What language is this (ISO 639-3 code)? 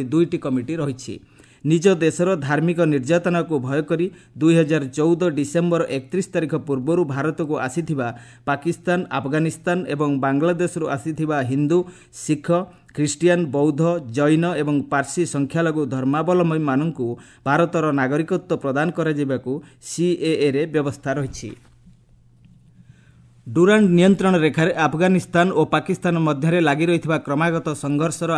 ori